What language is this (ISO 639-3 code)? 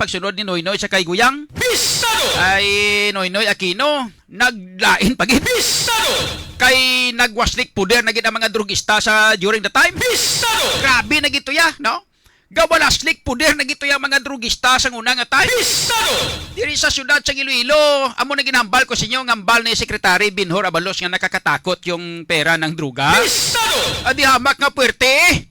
hil